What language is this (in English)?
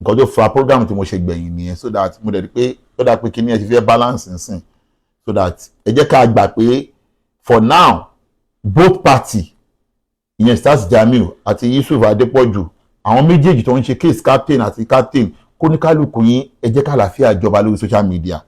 Yoruba